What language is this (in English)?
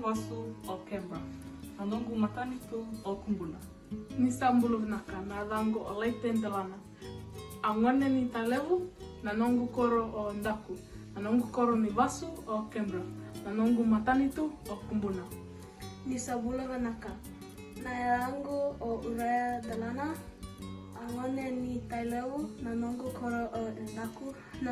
Fijian